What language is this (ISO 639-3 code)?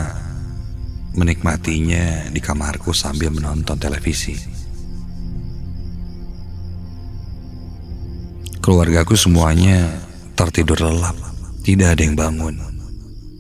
ind